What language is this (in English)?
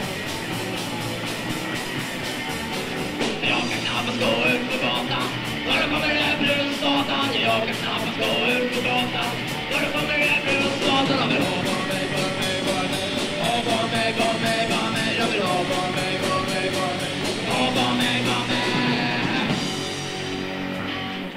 Swedish